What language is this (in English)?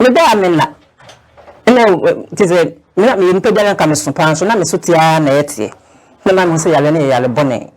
Akan